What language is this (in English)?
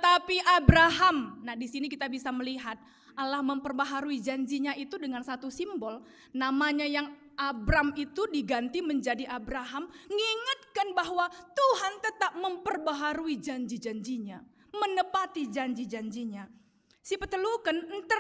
Batak Karo